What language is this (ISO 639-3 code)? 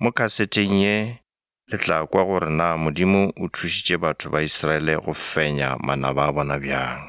nso